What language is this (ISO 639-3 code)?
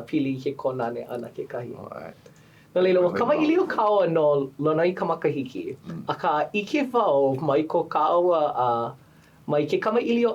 haw